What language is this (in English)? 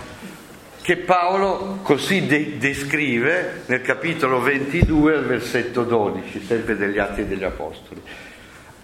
Italian